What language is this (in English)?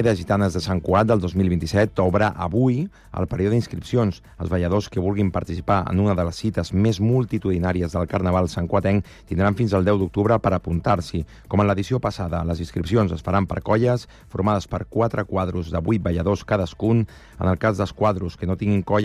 Catalan